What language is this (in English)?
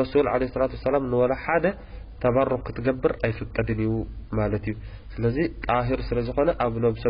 Tigrinya